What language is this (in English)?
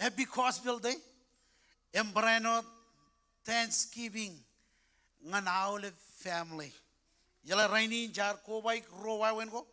Marshallese